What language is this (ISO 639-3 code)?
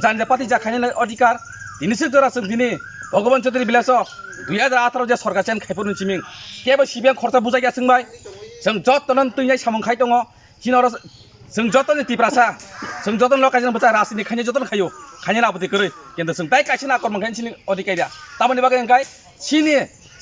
trp